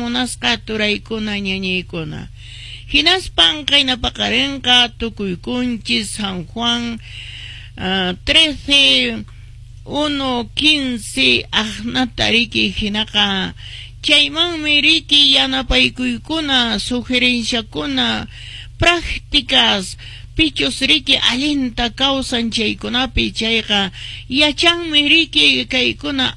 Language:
Quechua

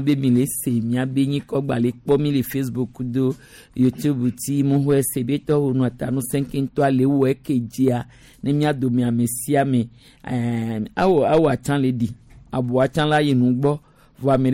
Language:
Gen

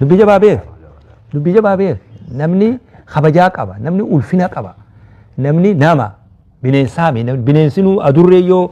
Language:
Oromo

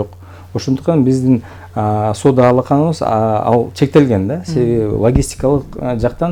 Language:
Kyrgyz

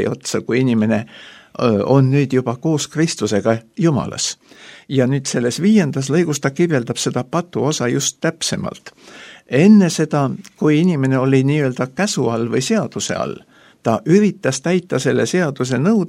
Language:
Estonian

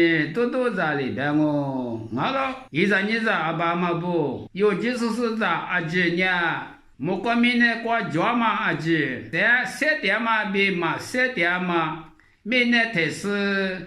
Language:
Lisu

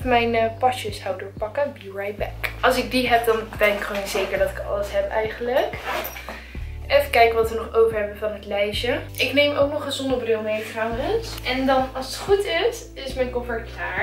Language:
Dutch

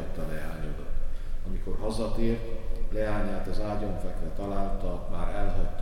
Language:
Hungarian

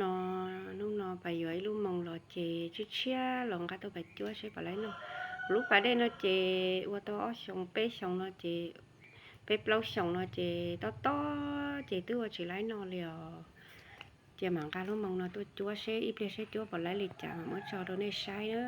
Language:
Hmong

